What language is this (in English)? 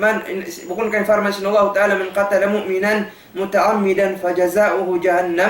Tausug